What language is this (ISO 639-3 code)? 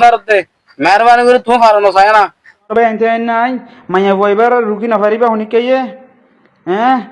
rhg